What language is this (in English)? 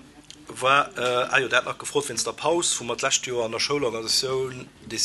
Luxembourgish